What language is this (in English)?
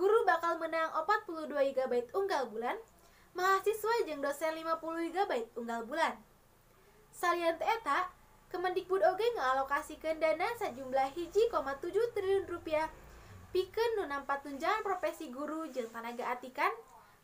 Sundanese